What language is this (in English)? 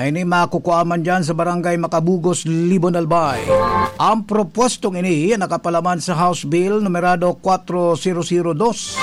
Bikol